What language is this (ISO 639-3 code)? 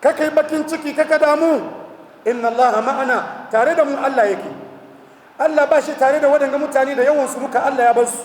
hau